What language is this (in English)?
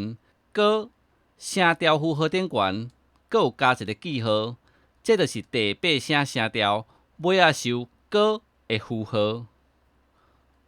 Min Nan Chinese